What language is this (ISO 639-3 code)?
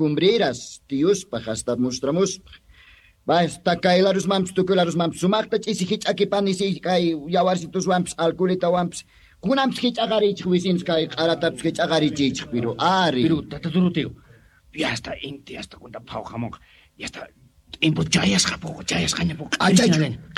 quh